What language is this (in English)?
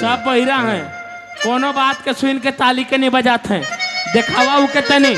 Sadri